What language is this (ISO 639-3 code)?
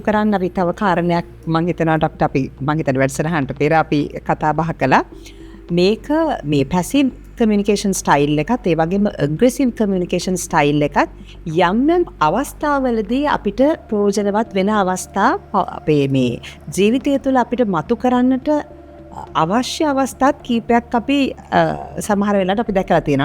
sin